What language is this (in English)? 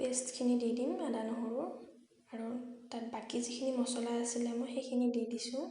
Assamese